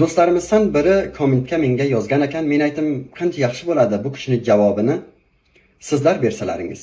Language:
Uzbek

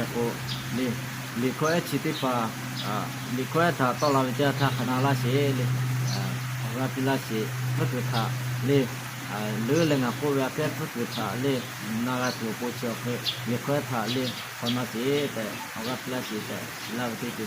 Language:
Lahu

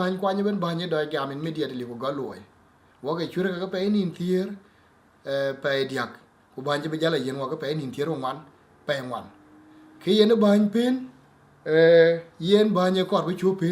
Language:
Dinka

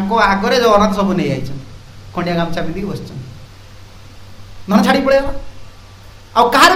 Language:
Odia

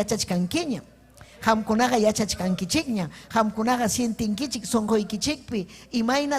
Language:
Ayacucho Quechua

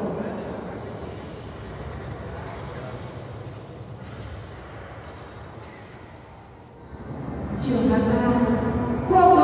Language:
Vietnamese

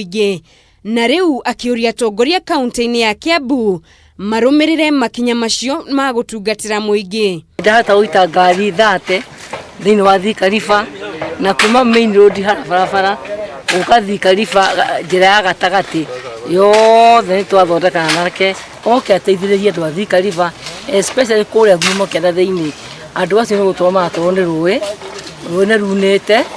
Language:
Kikuyu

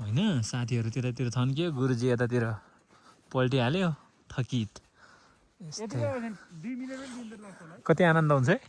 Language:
Nepali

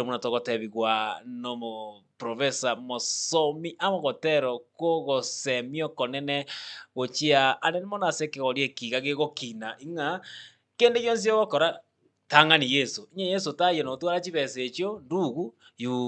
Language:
Gusii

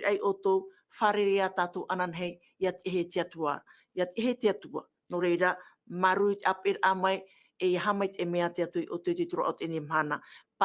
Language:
Tahitian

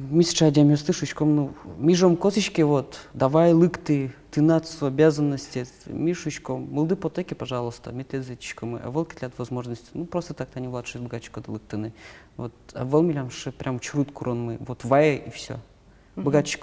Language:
Udmurt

